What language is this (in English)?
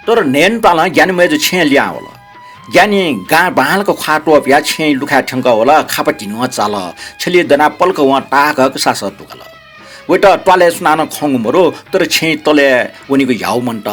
Newari